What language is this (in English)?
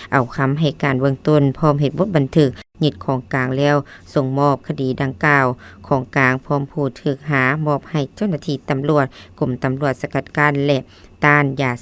Lao